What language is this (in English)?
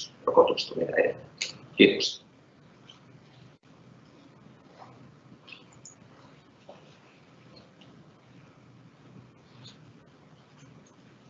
Finnish